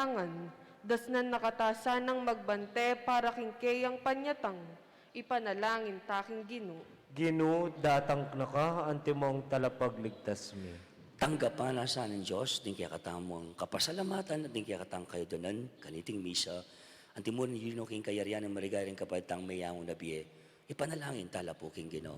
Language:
Pampanga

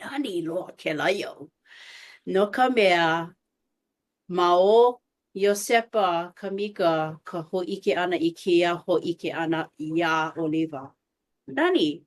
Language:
Hawaiian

